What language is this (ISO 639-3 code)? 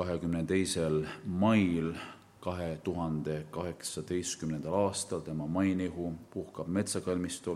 est